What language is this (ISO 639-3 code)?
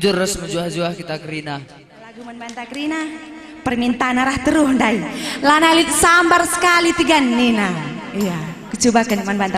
btx